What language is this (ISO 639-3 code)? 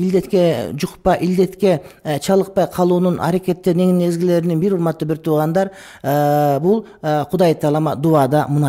kir